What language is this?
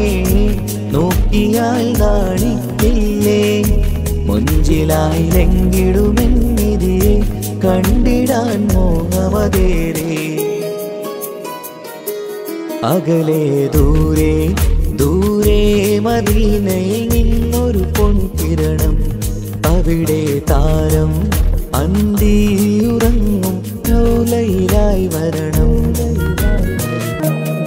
Malayalam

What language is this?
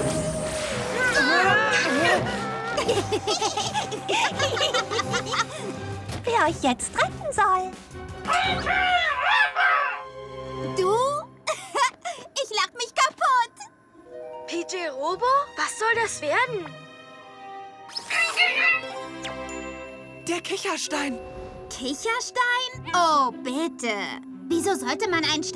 German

